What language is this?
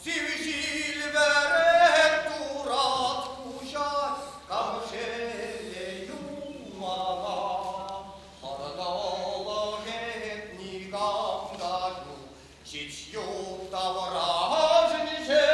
Chuvash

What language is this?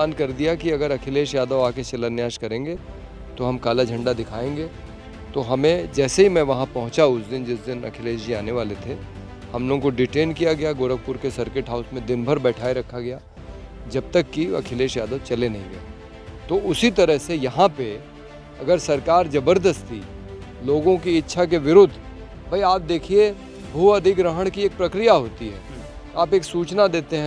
Hindi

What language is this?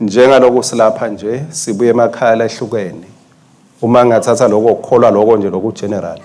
Swati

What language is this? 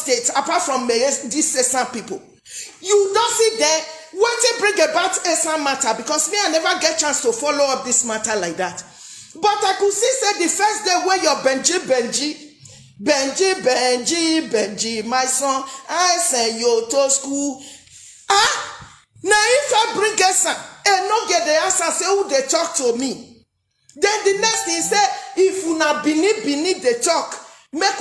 Nigerian Pidgin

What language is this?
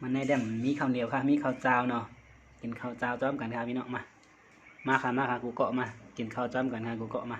Shan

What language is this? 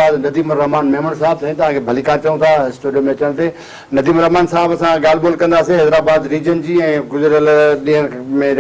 Sindhi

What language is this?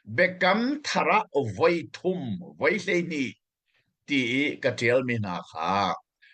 Hakha Chin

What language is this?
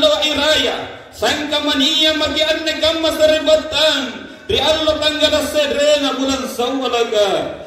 Makasar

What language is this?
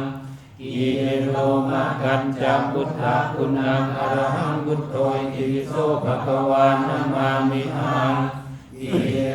Pali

